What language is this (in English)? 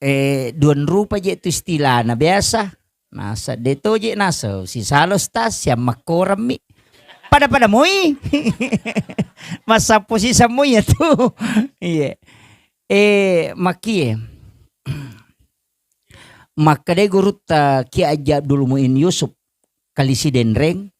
Buginese